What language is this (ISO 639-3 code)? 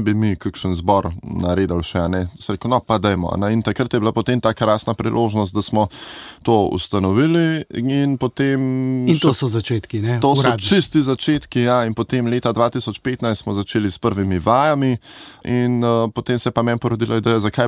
slv